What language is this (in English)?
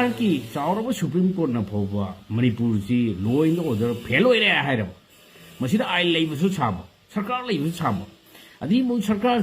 Manipuri